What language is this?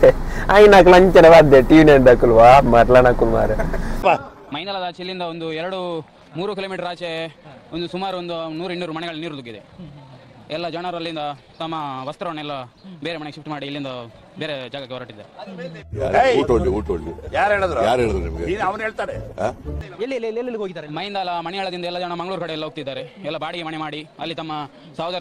Tulu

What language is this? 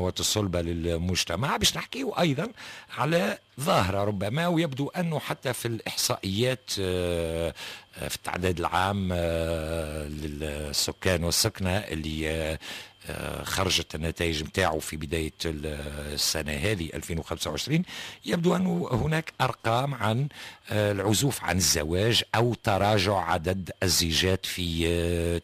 Tunisian Arabic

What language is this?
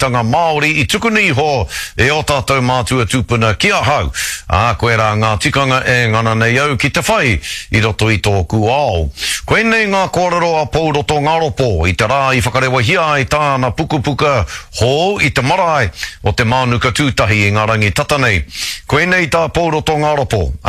Māori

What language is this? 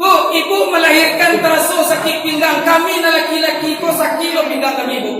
Minangkabau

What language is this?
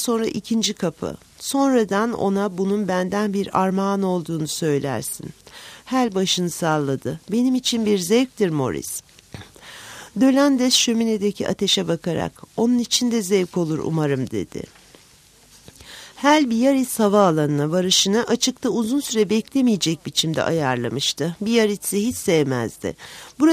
Turkish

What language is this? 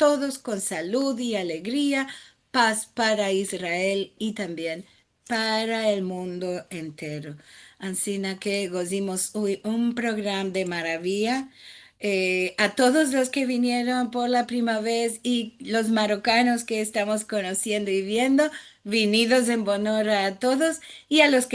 Ladino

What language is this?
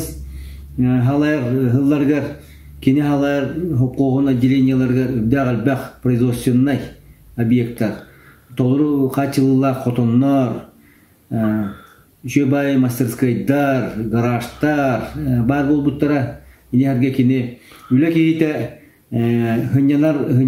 Yakut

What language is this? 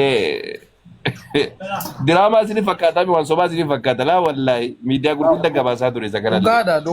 Oromo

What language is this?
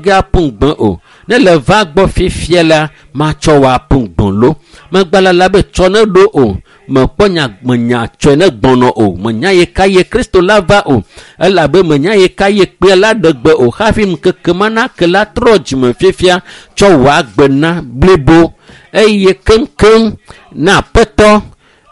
Ewe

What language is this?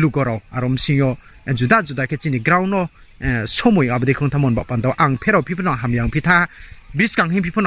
Riang (India)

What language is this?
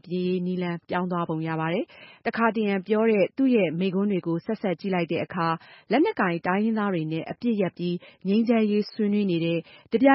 Burmese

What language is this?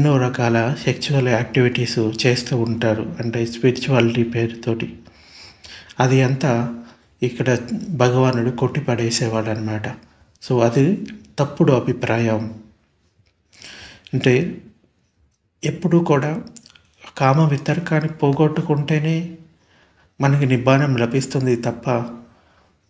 Telugu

